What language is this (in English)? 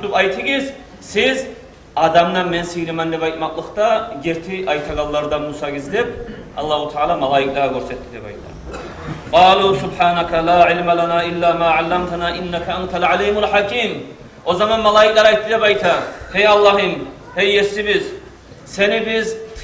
Kumyk